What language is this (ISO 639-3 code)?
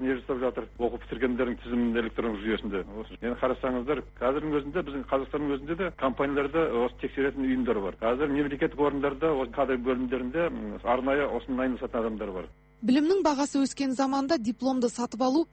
kaz